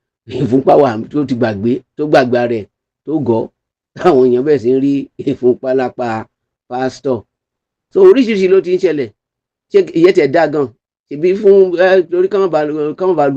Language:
Yoruba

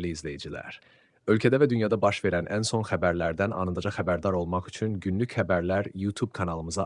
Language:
Azerbaijani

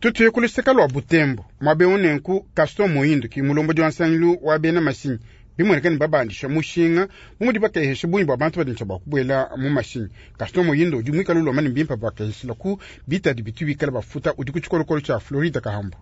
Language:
Luba-Lulua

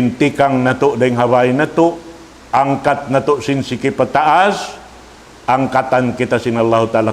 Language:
Tausug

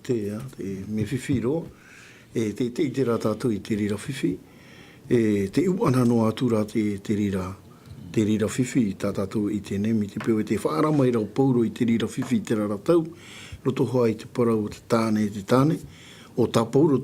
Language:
Tahitian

